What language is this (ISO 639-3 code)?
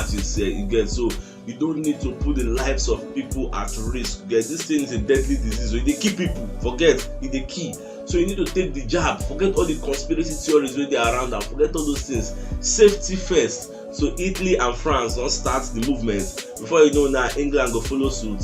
pcm